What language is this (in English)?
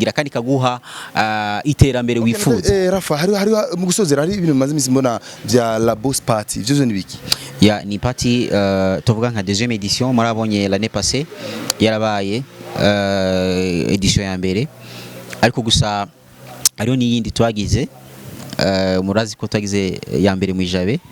Rundi